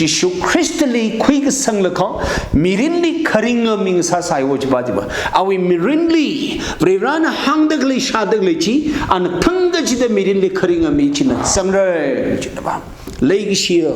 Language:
Tangkhul Naga (India)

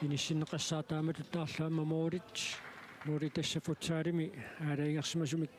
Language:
Kalaallisut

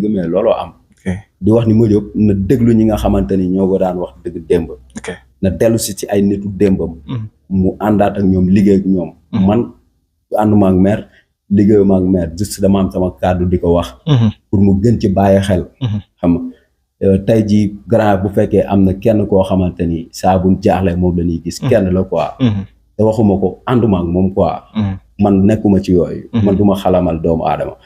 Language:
Wolof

